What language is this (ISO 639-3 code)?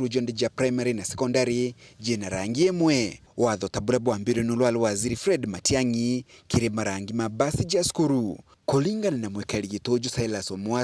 mer